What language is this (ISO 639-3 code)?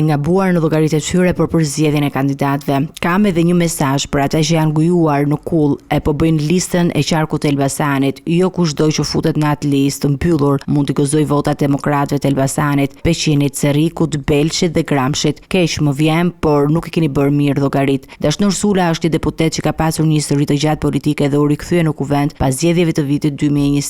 sqi